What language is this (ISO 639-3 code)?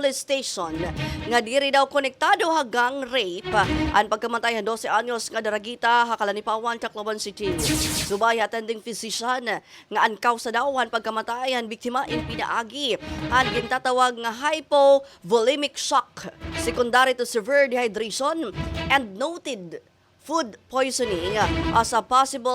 war